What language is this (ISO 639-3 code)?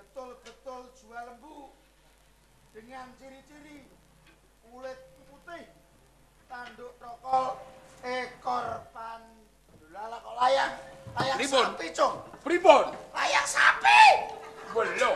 jav